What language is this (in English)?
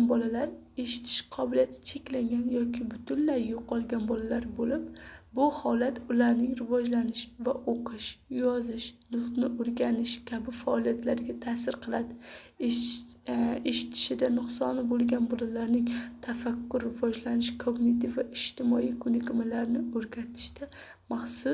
Uzbek